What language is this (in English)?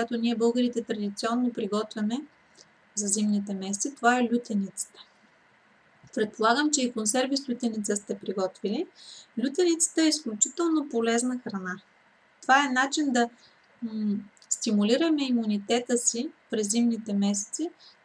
Bulgarian